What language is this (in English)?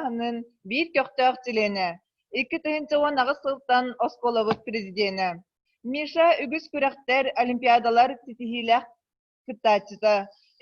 Yakut